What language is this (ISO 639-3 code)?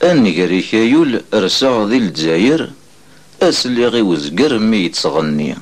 kab